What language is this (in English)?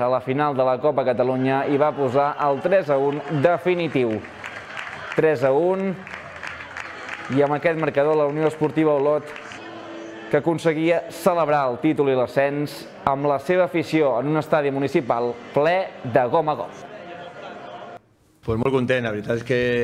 Catalan